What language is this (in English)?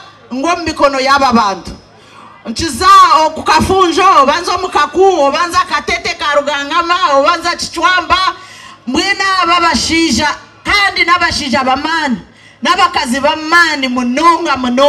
Nyankole